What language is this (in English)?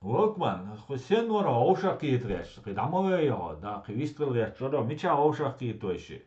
Chechen